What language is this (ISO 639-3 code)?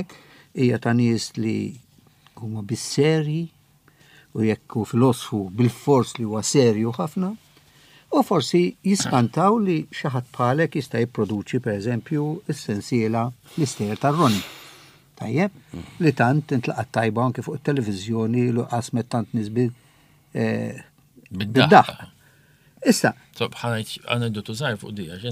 mlt